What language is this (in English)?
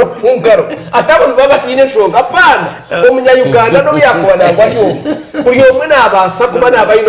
Nyankole